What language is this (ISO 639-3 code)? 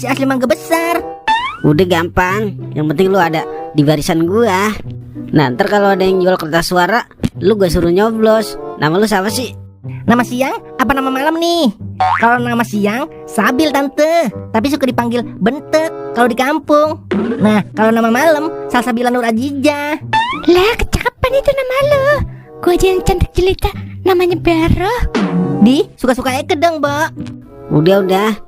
bew